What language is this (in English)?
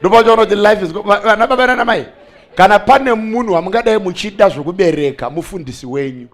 Shona